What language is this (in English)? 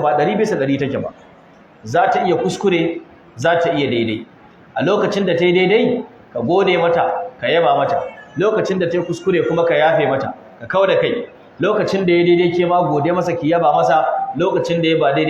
Hausa